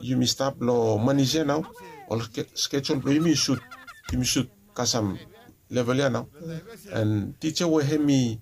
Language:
Bislama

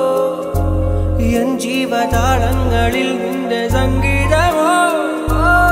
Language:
Malayalam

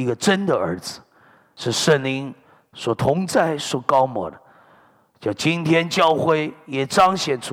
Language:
Chinese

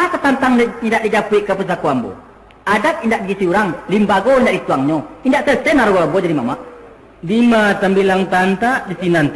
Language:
Minangkabau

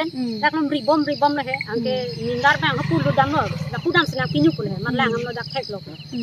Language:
Karbi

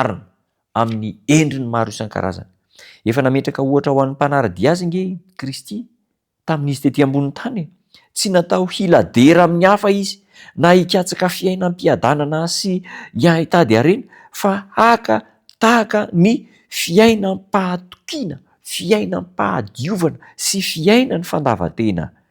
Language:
Malagasy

